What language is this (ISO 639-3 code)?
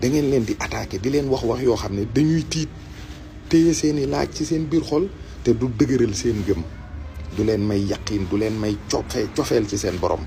wol